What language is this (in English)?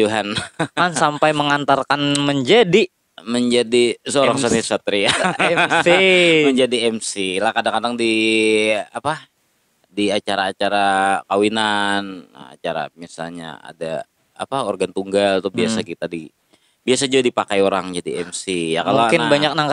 Banjar